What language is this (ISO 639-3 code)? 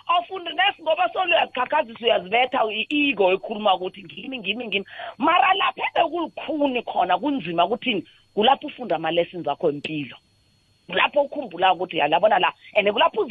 nbl